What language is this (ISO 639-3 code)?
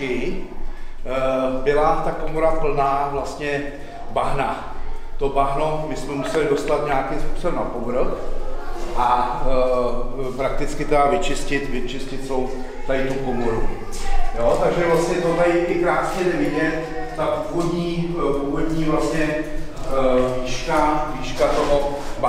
ces